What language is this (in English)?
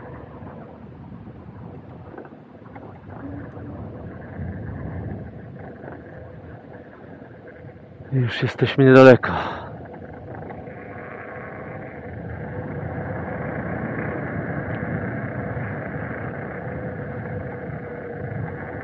Polish